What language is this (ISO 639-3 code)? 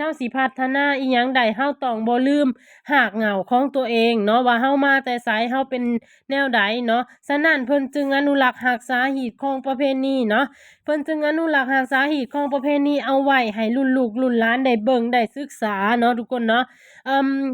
lao